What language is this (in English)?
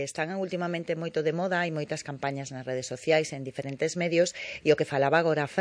Galician